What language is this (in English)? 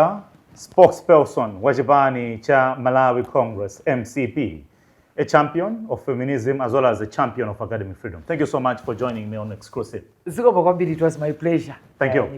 Nyanja